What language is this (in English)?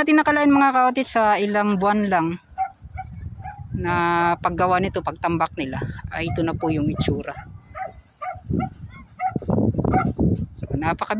Filipino